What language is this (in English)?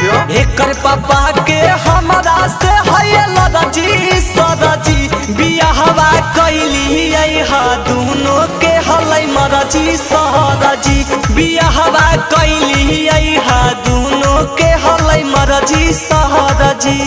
Magahi